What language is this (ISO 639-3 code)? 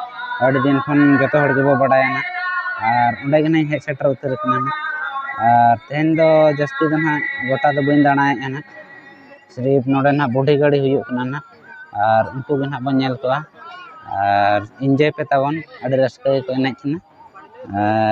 sat